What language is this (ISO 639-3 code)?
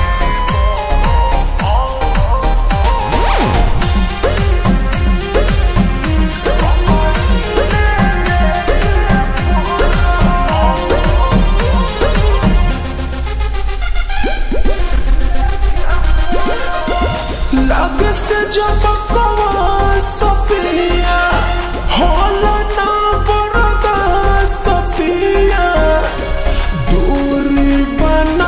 bho